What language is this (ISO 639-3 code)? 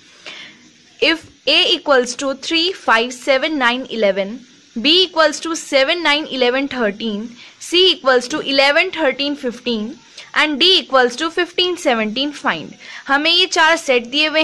hin